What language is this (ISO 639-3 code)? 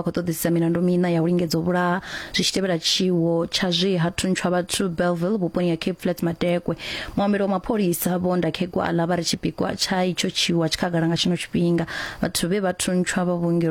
ven